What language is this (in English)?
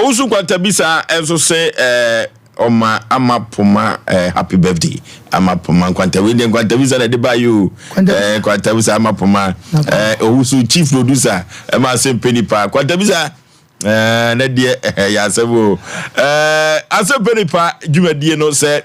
Akan